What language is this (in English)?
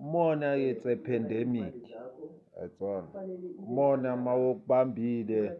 Zulu